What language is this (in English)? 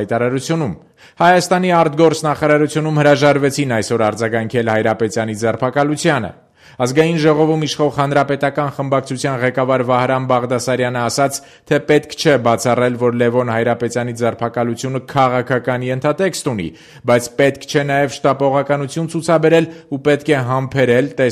Armenian